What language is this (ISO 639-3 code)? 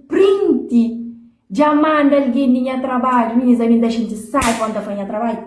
kea